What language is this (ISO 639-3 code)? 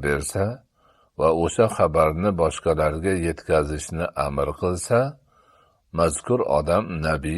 uzb